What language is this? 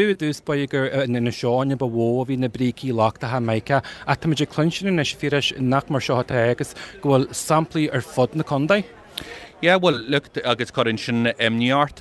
Irish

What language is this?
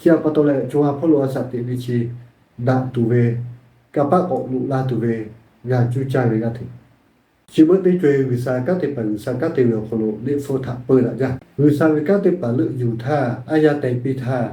Lahu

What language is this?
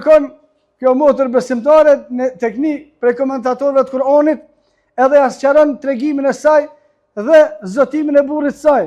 Albanian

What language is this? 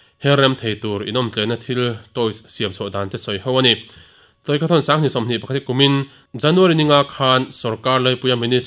Mizo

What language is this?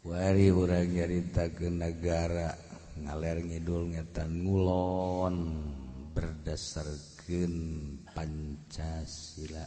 Sundanese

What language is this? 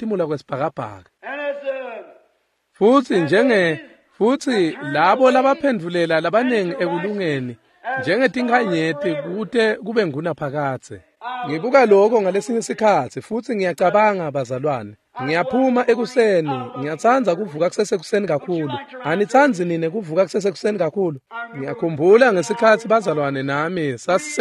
Swati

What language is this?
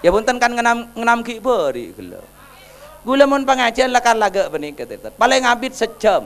Madurese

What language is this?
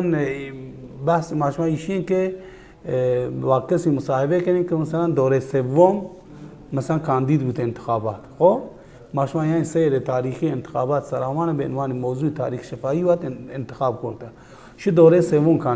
Baluchi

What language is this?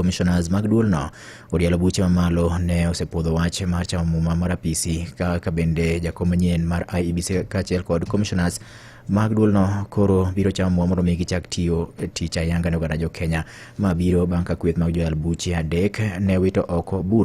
Luo (Kenya and Tanzania)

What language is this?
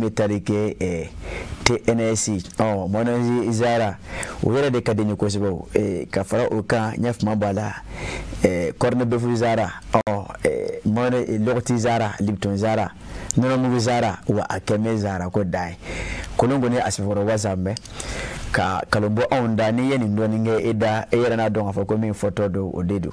Bambara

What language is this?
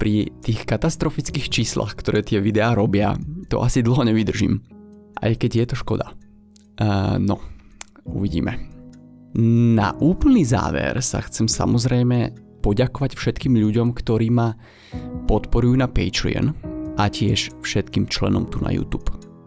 Slovak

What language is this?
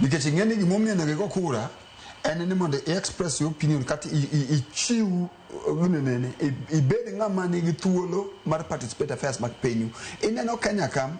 Luo (Kenya and Tanzania)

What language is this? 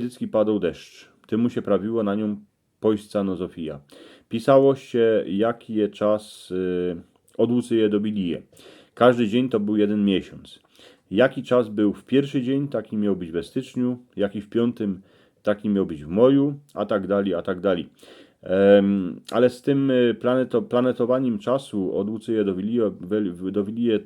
Silesian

